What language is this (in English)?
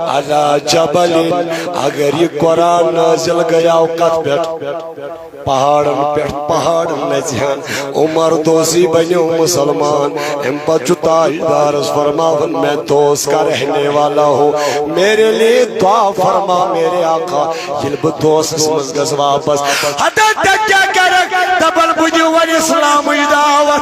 Kashmiri